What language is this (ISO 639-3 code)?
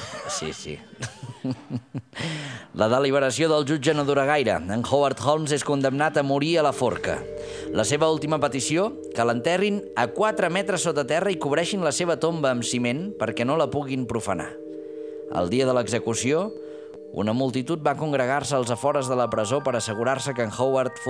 cat